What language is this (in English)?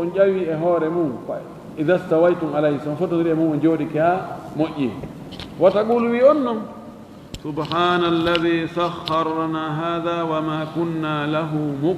Fula